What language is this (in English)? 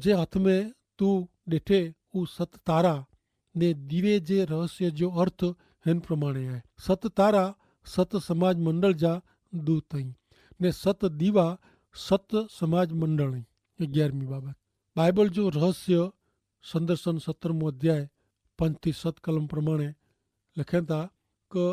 Kachhi